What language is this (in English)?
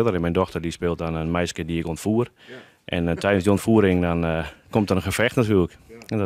Western Frisian